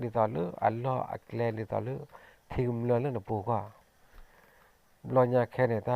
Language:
S'gaw Karen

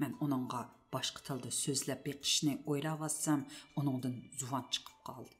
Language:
Uyghur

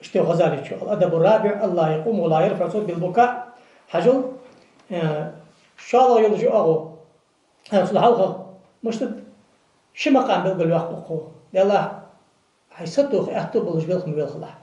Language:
Ingush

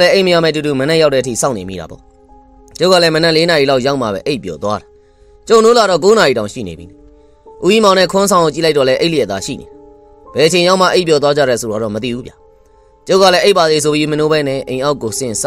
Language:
Burmese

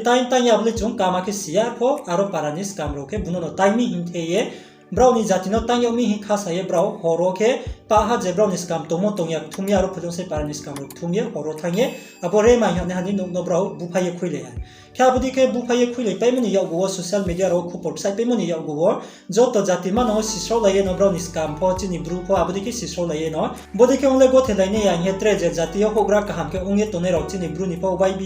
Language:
Riang (India)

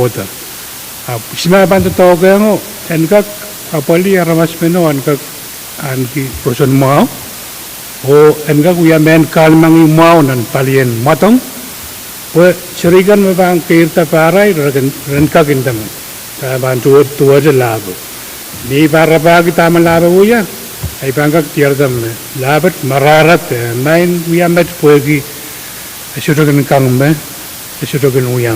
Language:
Pohnpeian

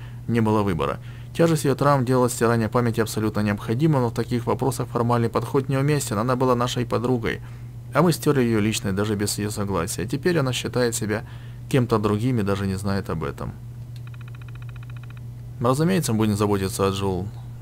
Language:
Russian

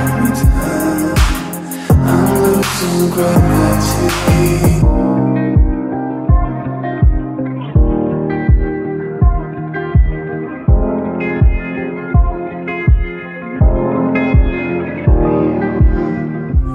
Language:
English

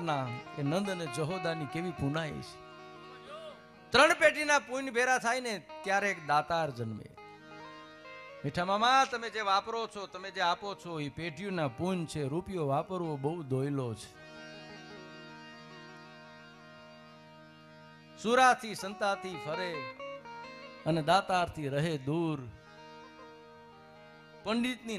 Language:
Gujarati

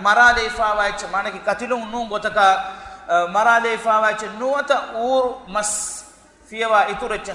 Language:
Divehi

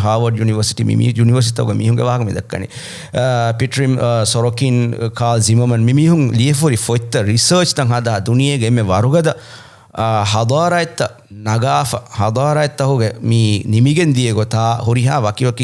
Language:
Divehi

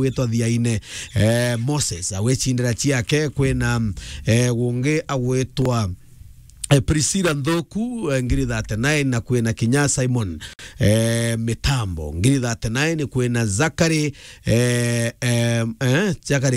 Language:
Meru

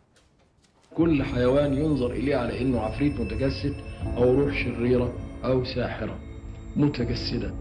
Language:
Arabic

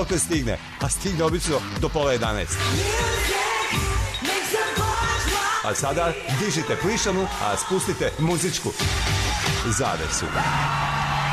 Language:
Serbian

